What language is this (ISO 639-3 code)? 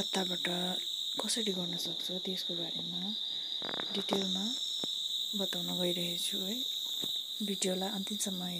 nep